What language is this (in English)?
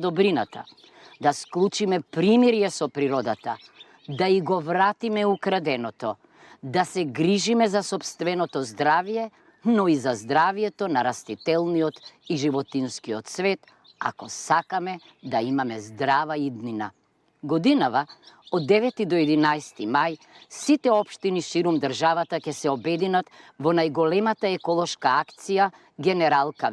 Macedonian